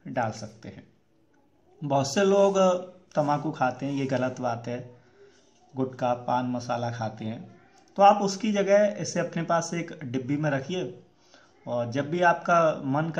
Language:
Hindi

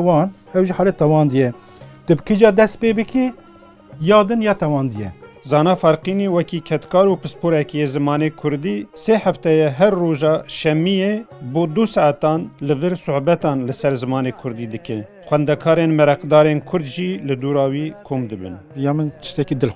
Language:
Kurdish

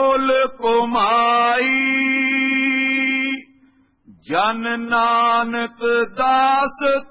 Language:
Punjabi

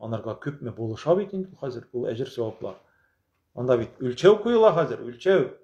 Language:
Tatar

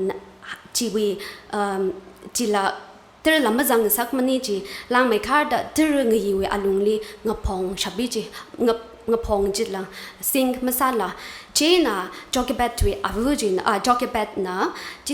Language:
Tangkhul Naga (India)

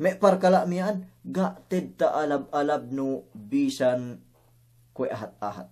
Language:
Yakan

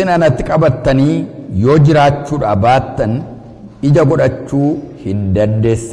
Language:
Oromo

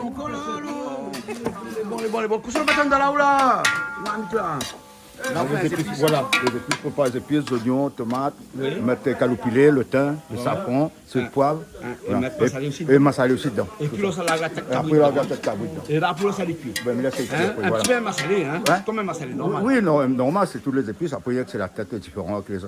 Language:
Réunion Creole French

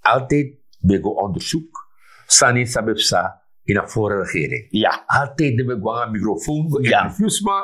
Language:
Sranan Tongo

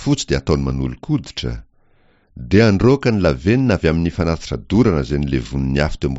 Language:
Malagasy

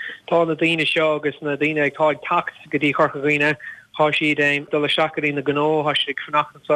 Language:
Irish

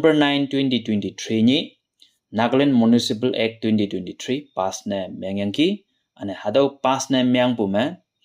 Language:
Konyak Naga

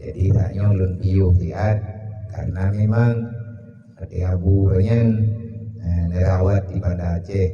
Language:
Achinese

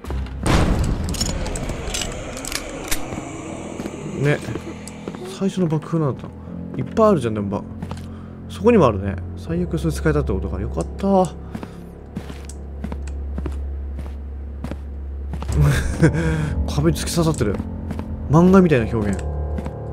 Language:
Japanese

